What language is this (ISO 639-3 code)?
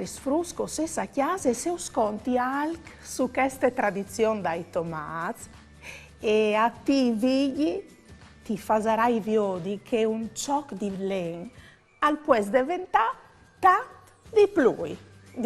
fur